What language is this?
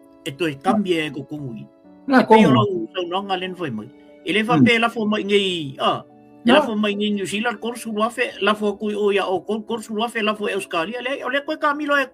Samoan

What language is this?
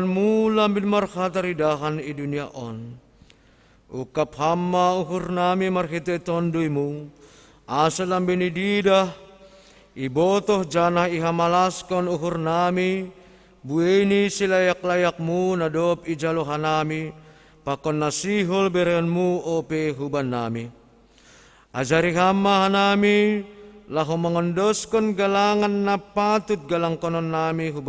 Batak Simalungun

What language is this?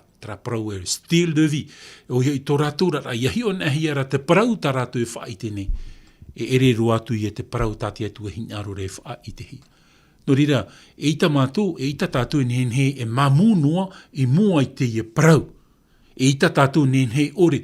Tahitian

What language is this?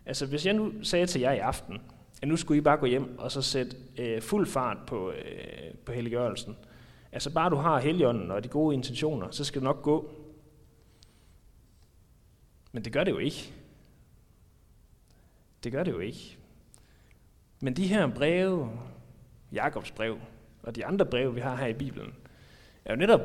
Danish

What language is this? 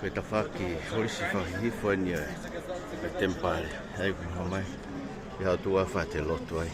Tongan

